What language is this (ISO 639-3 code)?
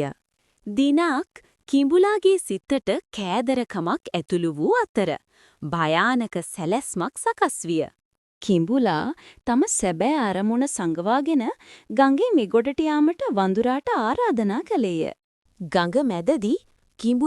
sin